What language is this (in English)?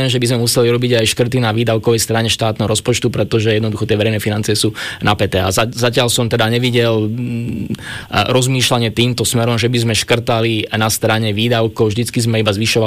Slovak